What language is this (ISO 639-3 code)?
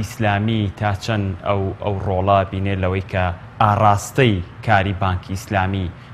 ckb